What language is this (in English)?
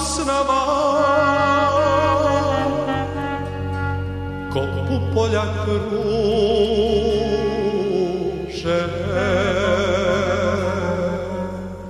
Serbian